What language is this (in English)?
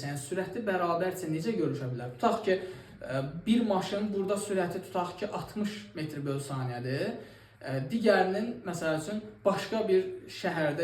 Azerbaijani